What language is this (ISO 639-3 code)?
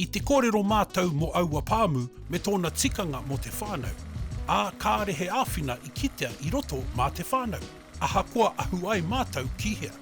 mri